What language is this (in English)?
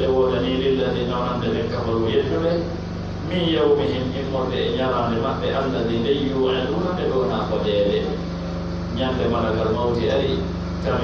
Pular